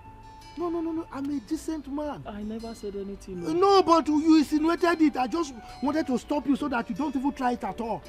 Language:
Nigerian Pidgin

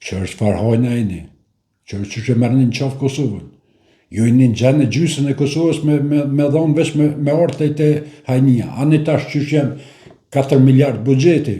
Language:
Albanian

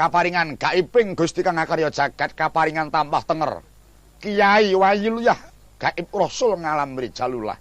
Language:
Javanese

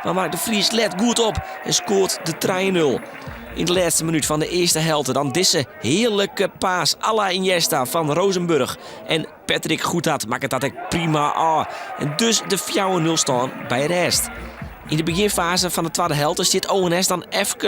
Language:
Western Frisian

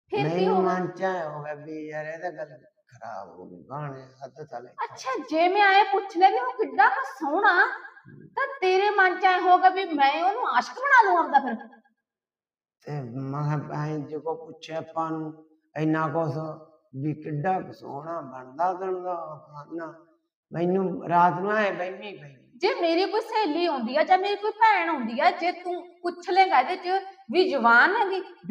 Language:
Punjabi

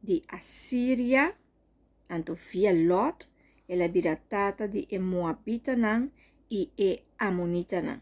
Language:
Papiamento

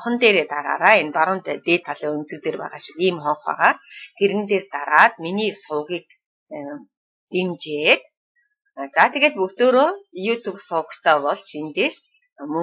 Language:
Mongolian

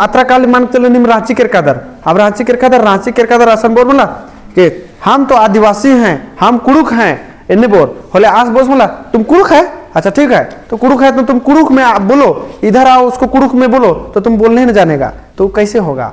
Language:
Kurukh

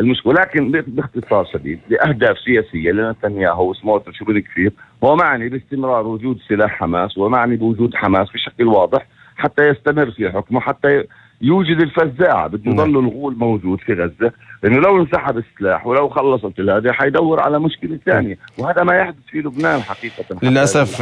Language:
North Levantine Arabic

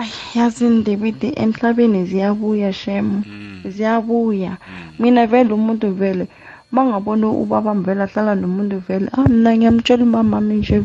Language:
South Ndebele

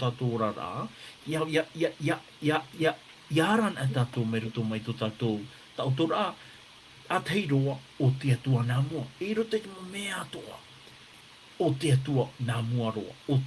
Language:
Tahitian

